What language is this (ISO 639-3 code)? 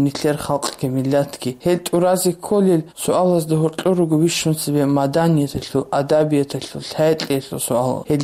ava